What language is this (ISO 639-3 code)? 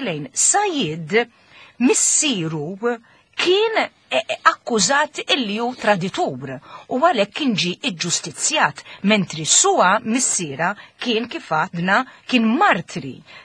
mlt